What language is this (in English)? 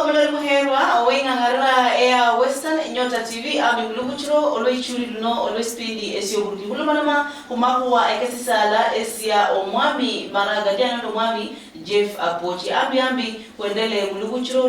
Luyia